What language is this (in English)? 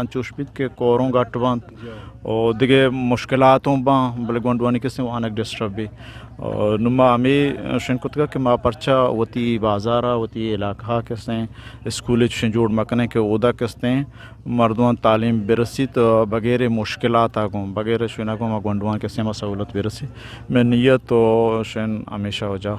Eastern Balochi